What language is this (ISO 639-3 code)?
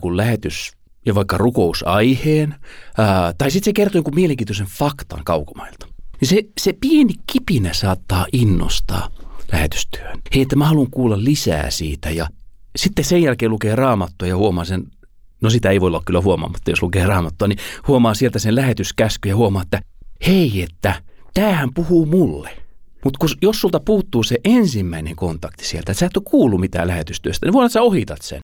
fin